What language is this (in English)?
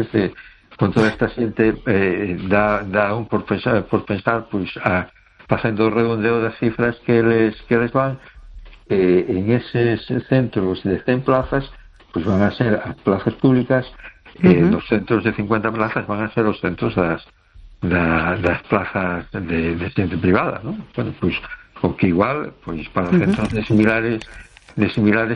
Galician